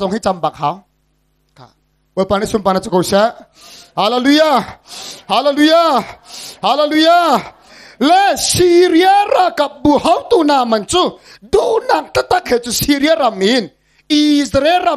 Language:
Hakha Chin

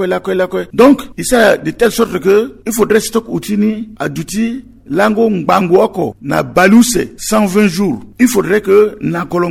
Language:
Sango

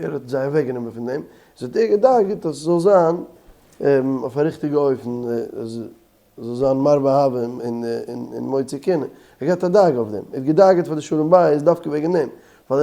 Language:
Yiddish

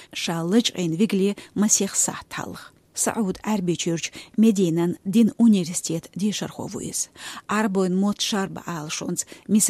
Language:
Chechen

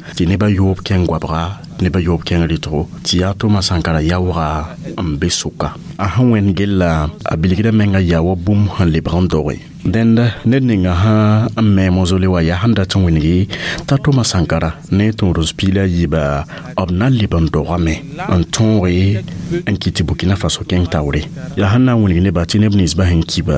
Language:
Mossi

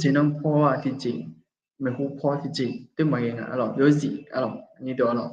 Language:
Akha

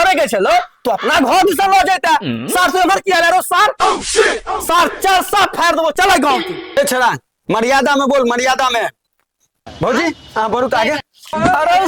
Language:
Maithili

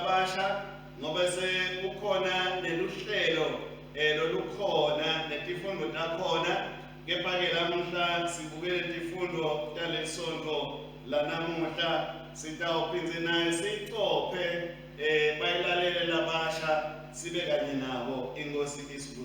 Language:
Swati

